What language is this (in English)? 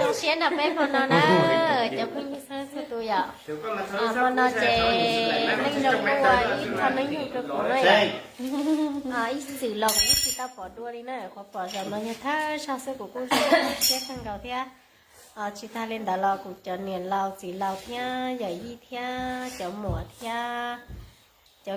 Hmong